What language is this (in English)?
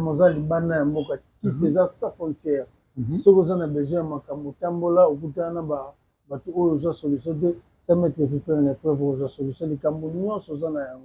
Lingala